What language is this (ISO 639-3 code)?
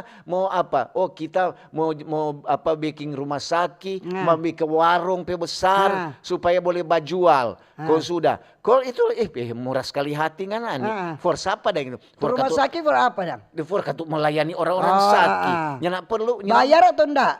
xmm